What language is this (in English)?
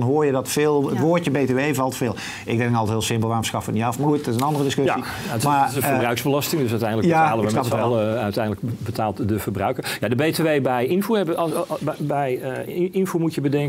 Dutch